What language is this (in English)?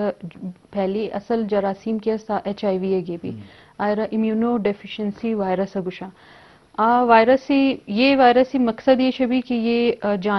Eastern Balochi